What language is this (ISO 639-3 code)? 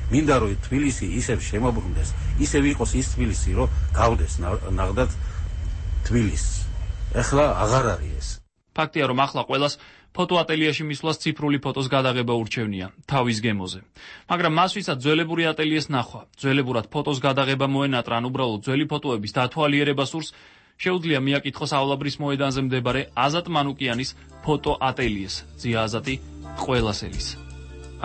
kat